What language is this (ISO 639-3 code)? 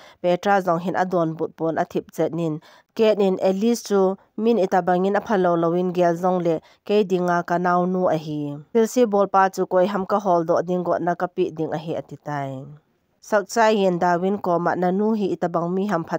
tcz